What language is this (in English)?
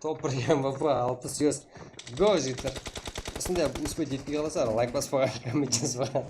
Kara-Kalpak